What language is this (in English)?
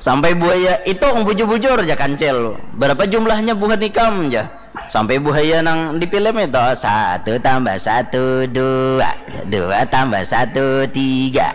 Banjar